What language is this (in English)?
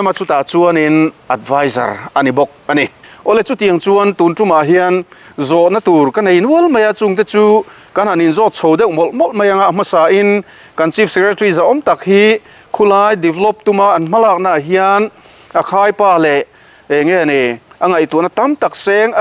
Mizo